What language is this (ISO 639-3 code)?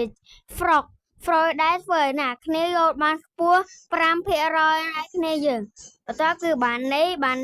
khm